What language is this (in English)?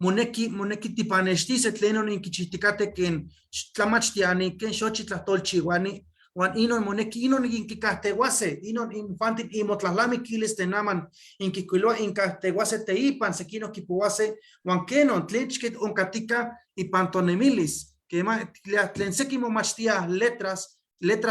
Eastern Huasteca Nahuatl